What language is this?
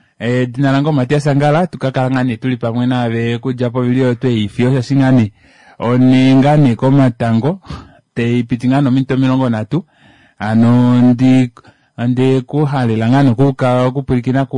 Kuanyama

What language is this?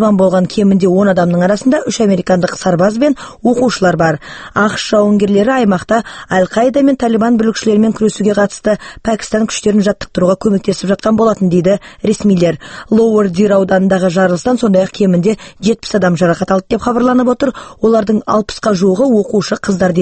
Kazakh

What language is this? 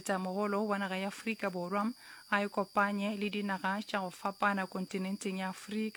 Northern Sotho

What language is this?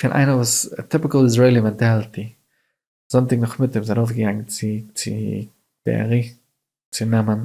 Yiddish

